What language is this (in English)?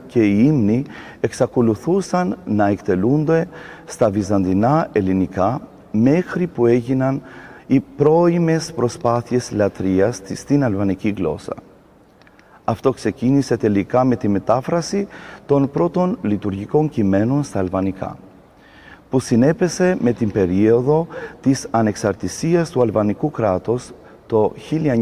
Greek